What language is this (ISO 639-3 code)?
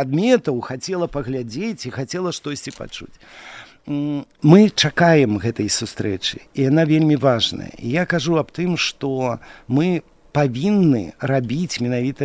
bel